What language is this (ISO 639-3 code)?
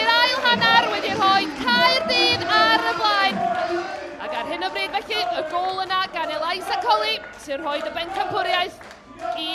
cym